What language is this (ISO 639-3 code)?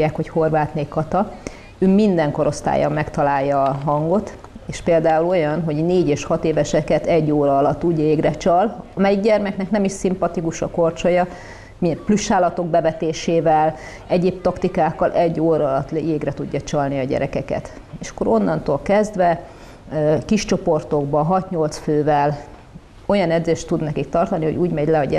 hun